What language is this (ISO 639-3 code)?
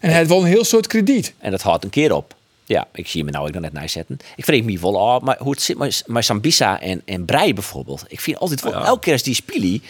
fry